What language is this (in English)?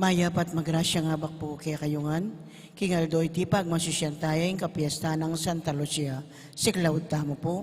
Pampanga